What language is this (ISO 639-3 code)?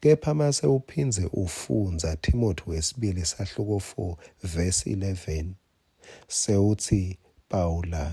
ssw